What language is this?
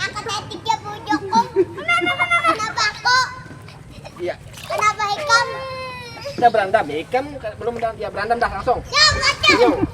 Banjar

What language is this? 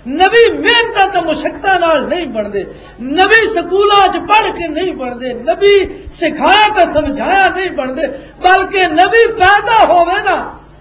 Western Panjabi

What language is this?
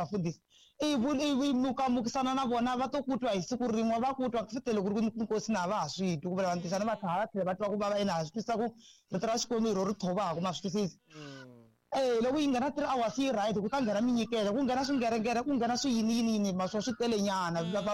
Tsonga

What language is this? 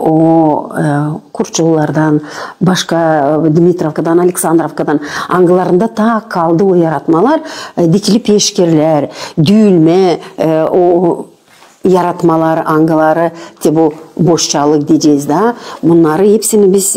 Gagauz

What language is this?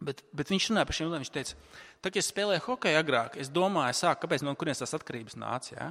Latvian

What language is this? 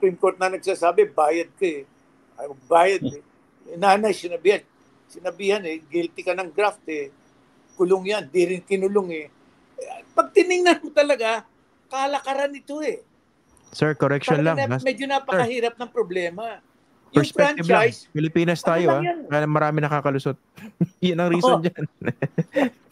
Filipino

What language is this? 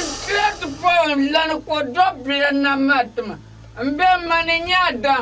Dagbani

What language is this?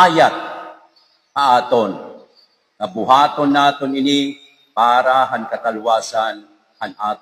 Waray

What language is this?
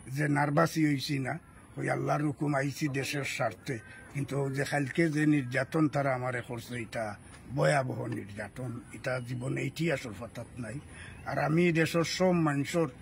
Sylheti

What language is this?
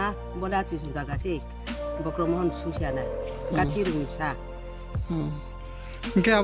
Riang (India)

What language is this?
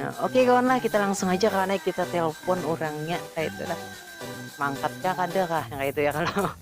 Banjar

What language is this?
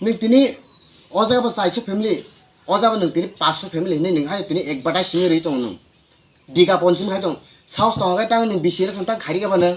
Kok Borok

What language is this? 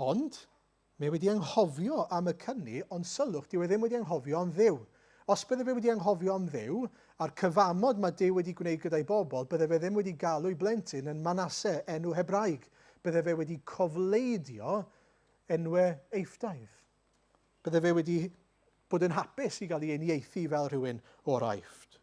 Welsh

